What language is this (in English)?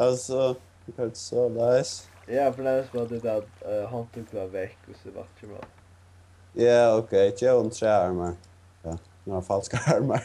Faroese